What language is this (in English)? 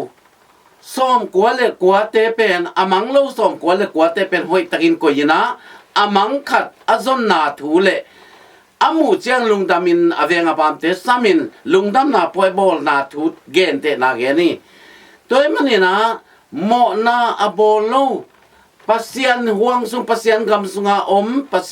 Tedim Chin